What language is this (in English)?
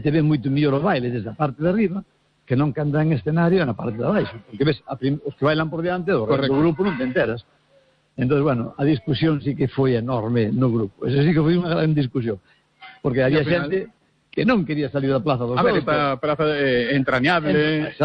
Galician